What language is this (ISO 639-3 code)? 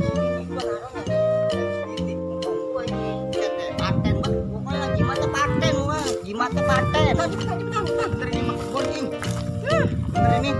bew